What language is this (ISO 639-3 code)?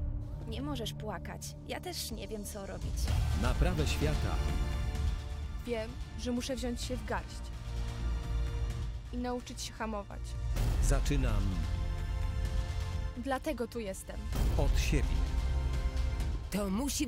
pol